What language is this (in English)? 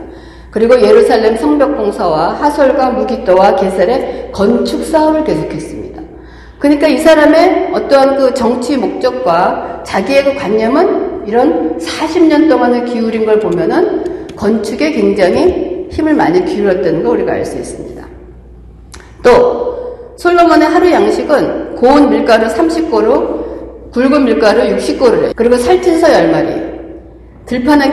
Korean